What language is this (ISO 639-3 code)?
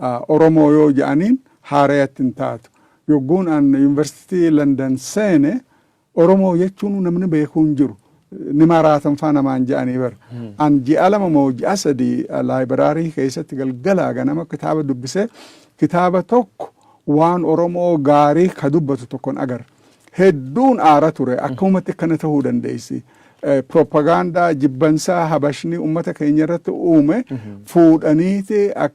orm